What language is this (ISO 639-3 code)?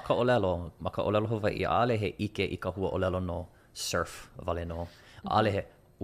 haw